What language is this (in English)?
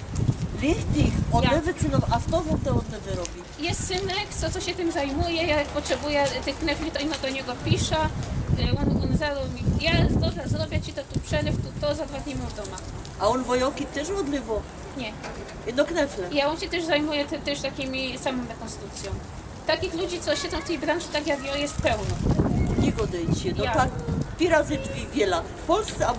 Silesian